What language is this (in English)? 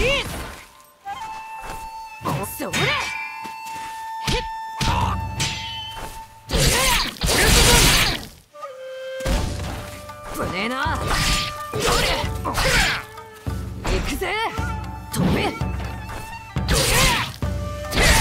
Japanese